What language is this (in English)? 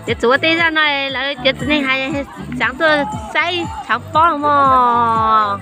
Hmong